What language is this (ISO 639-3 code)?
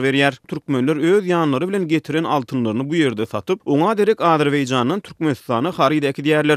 tuk